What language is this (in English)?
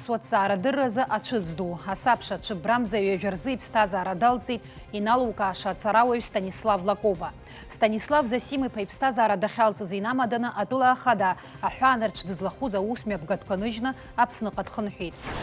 Abkhazian